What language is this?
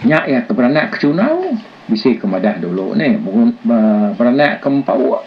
Iban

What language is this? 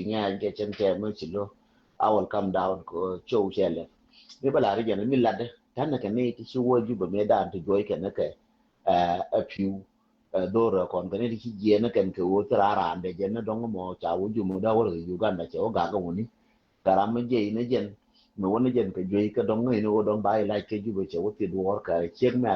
Nuer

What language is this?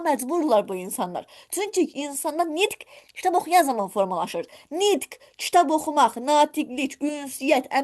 Azerbaijani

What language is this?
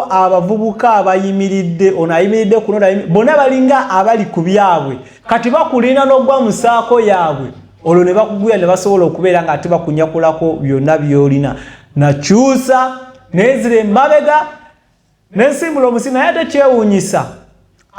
Ganda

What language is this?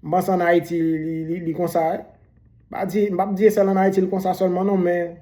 Haitian Creole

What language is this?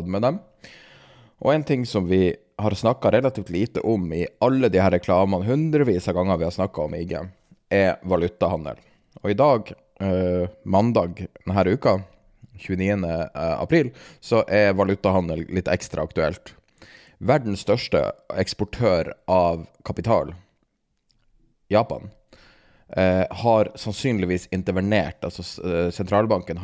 Norwegian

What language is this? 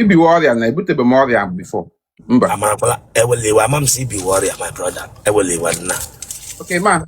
Igbo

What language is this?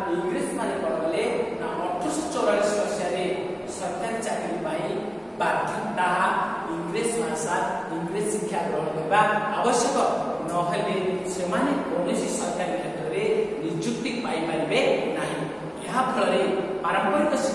Odia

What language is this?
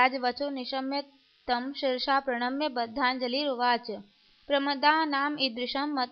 Sanskrit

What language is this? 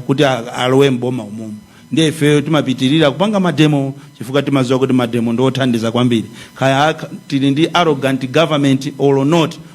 Nyanja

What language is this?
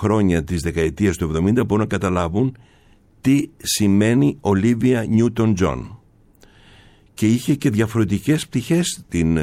Greek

